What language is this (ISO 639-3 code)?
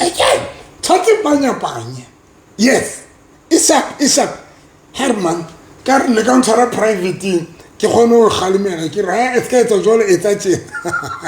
sot